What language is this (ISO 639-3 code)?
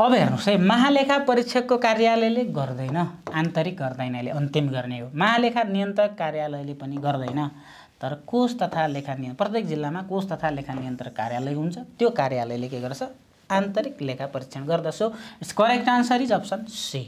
nep